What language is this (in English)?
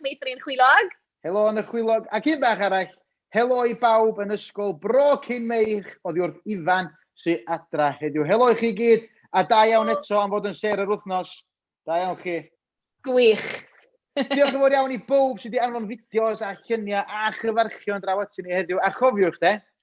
Welsh